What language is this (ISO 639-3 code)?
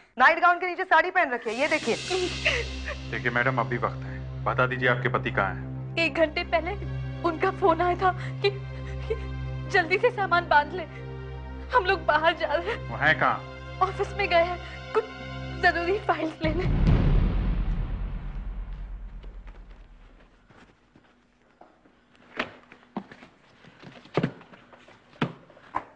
hin